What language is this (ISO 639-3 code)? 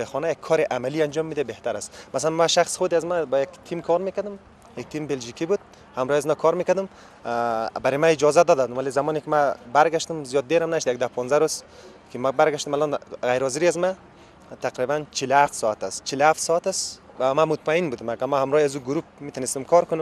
fas